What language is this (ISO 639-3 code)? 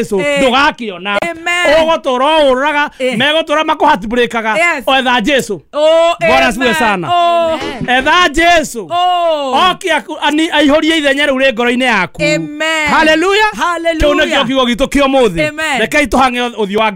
kik